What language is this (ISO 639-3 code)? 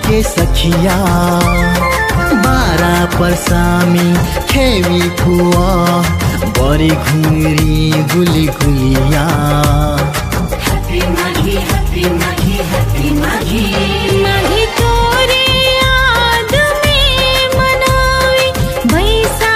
bho